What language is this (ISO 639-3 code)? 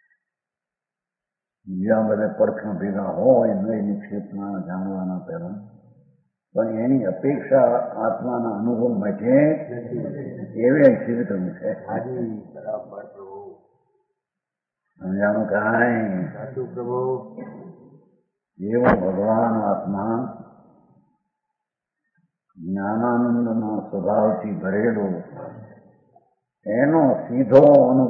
guj